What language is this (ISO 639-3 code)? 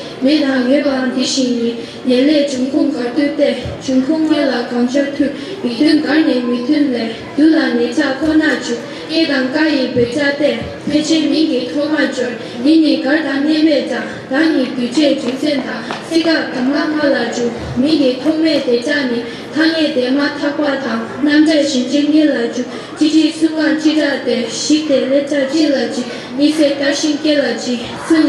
bod